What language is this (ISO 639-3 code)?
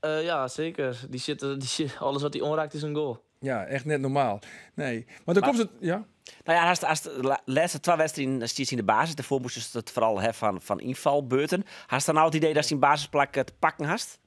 fry